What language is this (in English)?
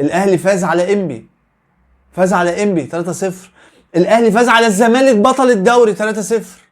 Egyptian Arabic